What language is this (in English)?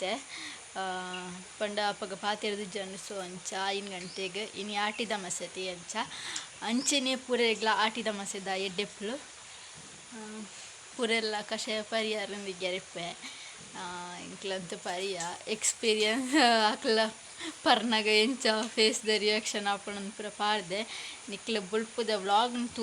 Tulu